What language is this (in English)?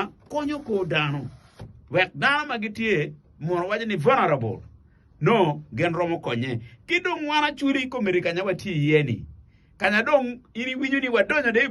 Acoli